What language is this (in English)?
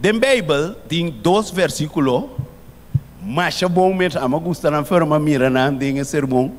Papiamento